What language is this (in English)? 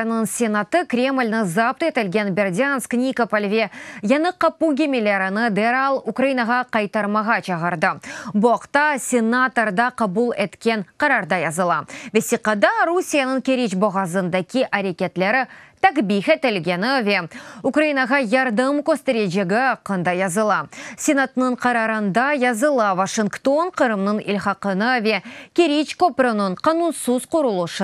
Crimean Tatar